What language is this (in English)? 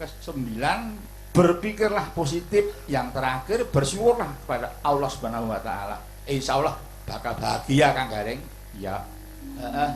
Javanese